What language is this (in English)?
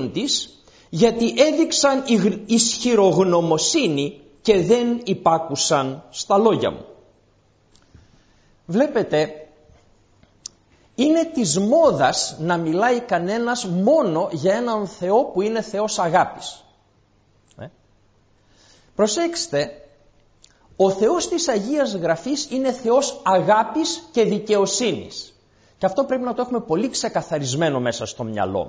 Greek